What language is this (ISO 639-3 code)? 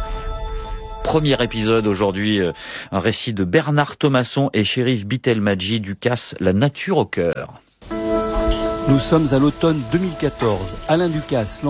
fra